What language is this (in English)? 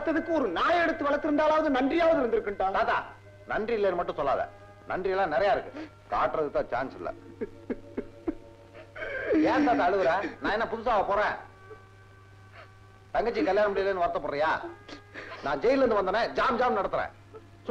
Tamil